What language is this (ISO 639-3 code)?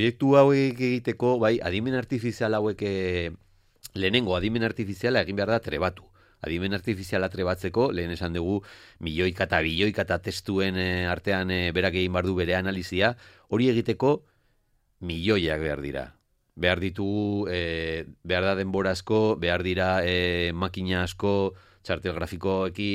eus